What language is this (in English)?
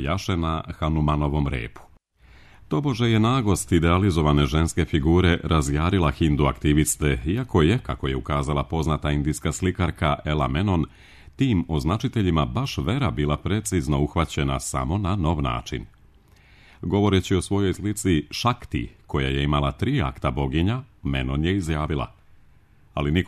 Serbian